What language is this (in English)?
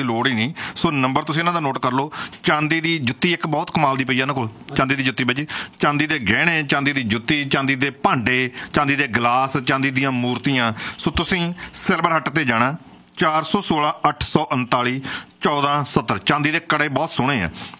Punjabi